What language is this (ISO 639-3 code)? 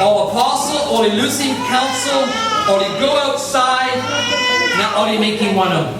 tpi